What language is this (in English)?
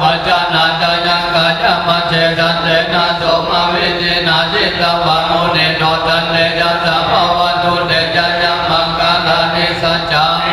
Pali